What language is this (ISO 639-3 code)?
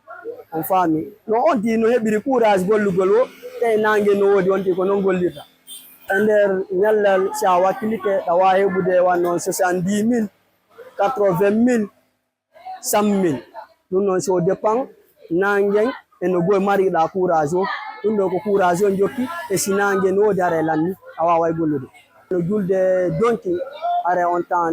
ful